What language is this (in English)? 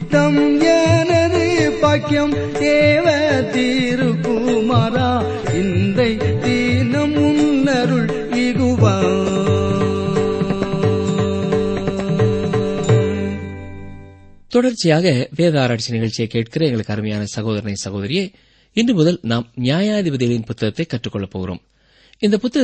Tamil